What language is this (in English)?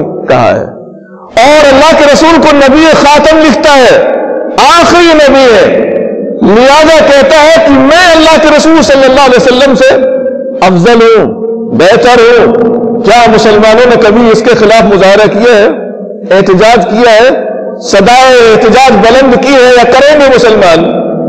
Urdu